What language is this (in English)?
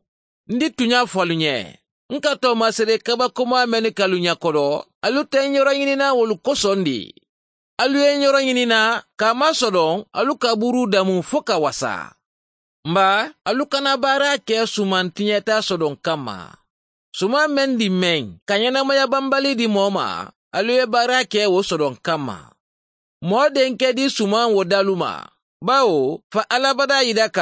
Mandingo